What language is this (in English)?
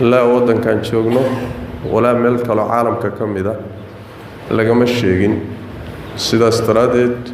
Somali